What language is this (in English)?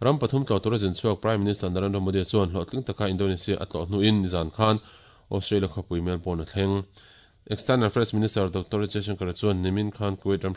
Mizo